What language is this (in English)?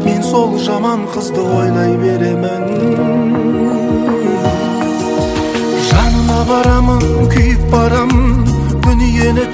Kazakh